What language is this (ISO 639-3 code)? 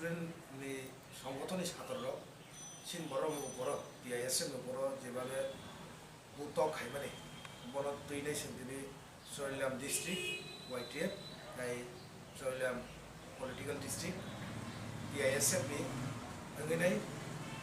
trp